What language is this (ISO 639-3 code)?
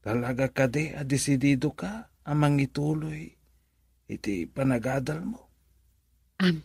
ilo